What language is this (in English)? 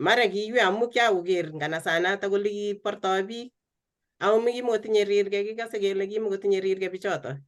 Kalenjin